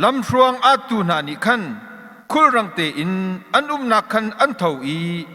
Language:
Hakha Chin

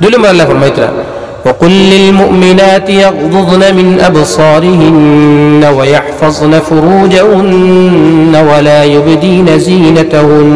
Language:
Sylheti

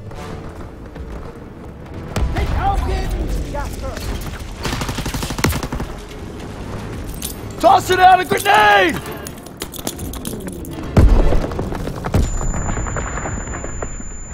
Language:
English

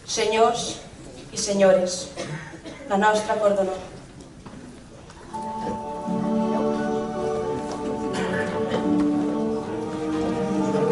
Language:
Catalan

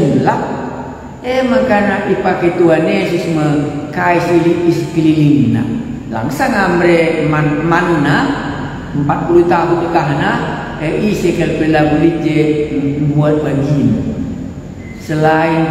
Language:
Batak Karo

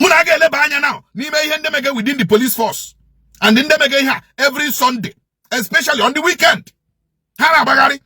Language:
Igbo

